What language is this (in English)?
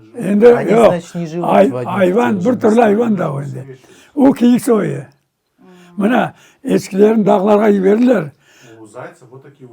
Crimean Tatar